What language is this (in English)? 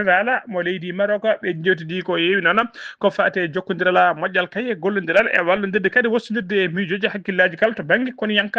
Fula